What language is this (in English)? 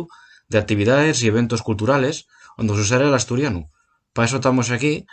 Asturian